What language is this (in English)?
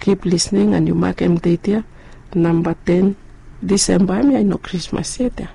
Bislama